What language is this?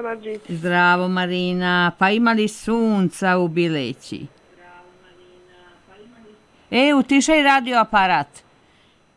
Serbian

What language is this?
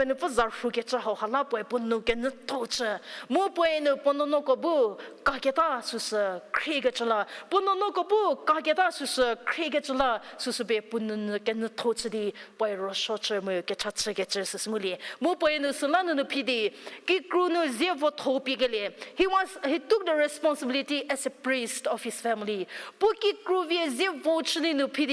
Angami Naga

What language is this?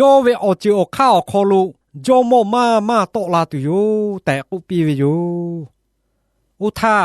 Lahu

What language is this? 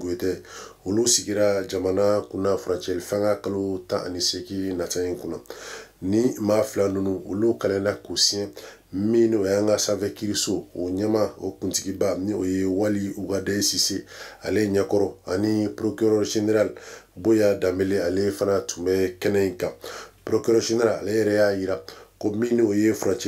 Bambara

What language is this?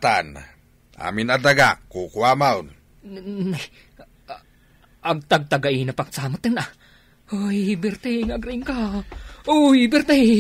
Iloko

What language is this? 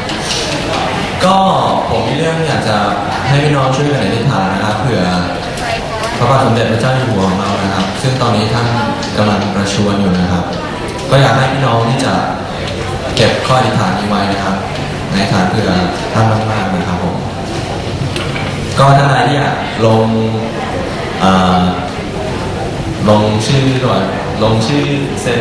Thai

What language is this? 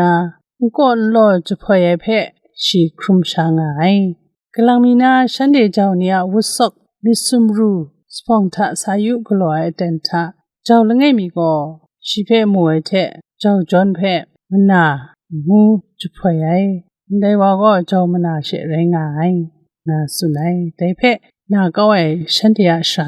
Kachin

